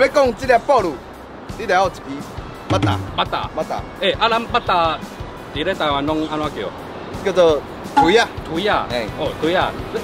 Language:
Min Nan Chinese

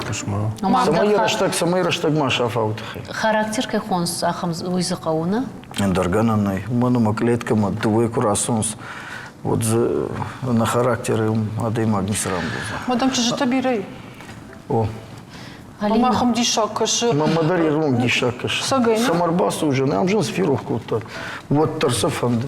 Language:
Ossetic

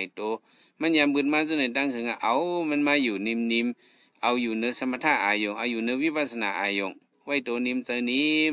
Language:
Shan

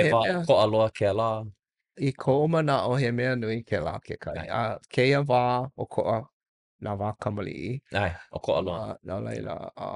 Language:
Hawaiian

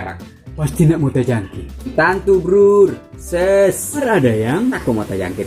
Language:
Manado Malay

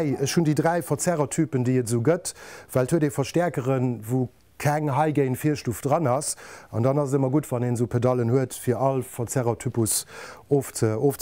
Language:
Luxembourgish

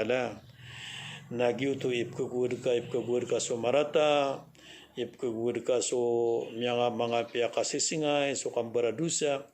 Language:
Maranao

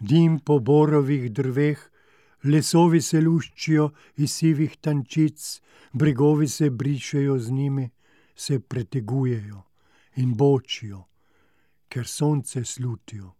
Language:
Slovenian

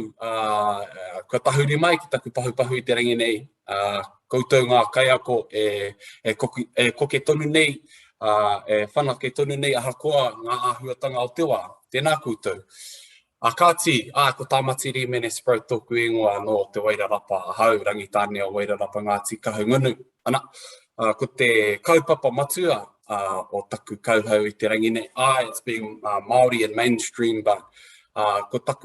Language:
Māori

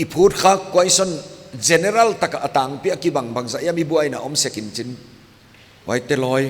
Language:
Paite Chin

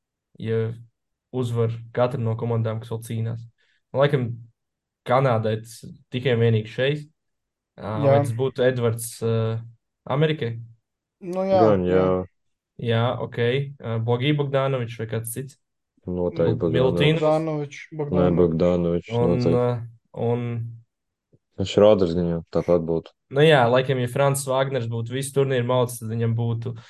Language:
Latvian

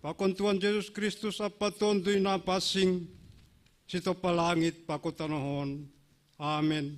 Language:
Batak Simalungun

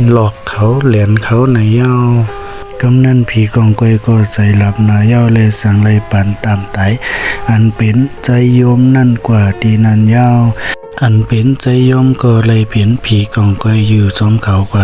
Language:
Shan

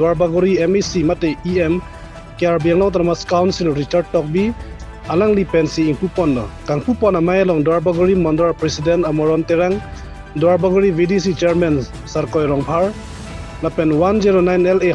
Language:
Karbi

